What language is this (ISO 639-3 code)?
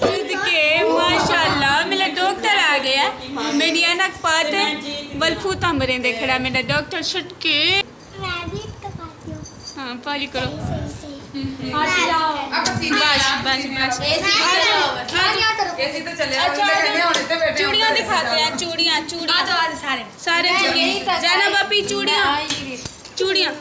skr